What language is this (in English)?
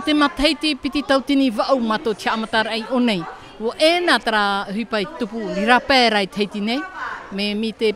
Tahitian